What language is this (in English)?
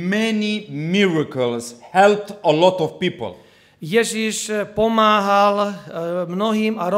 Slovak